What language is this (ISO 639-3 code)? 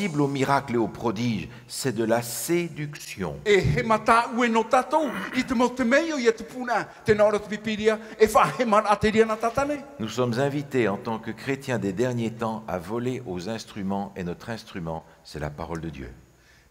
tah